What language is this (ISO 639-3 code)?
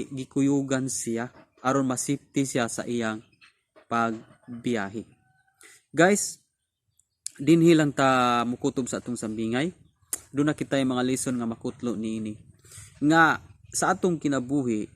ceb